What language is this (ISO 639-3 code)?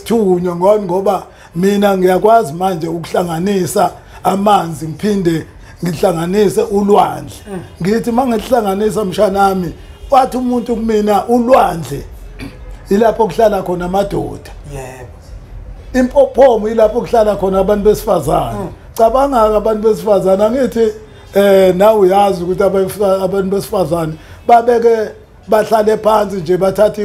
zul